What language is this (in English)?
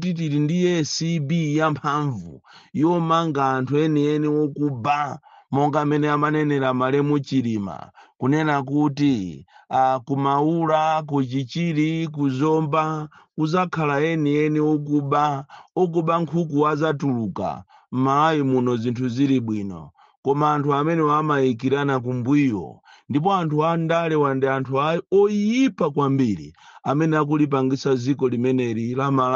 Nyanja